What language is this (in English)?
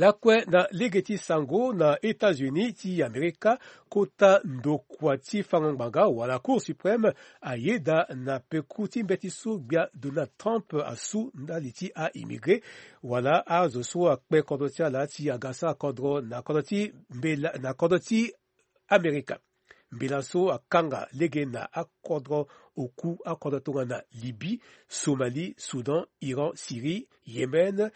Sango